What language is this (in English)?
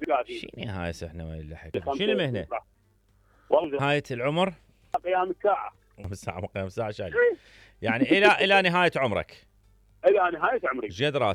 Mesopotamian Arabic